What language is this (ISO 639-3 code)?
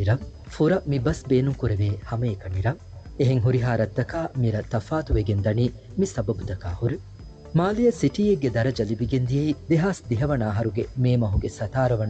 div